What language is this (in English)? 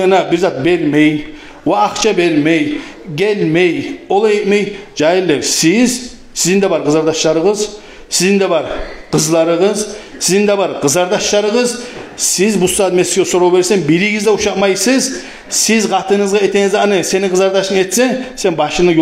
Kumyk